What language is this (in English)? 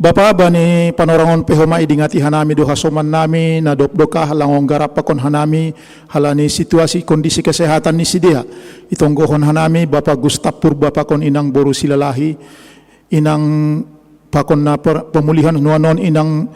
Batak Simalungun